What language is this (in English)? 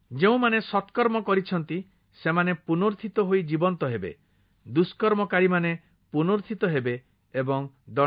Odia